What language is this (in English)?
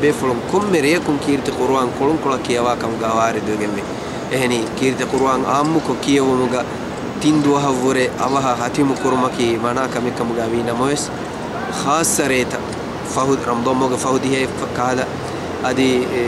Divehi